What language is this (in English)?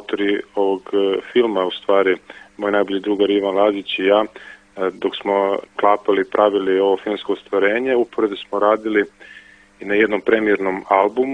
Serbian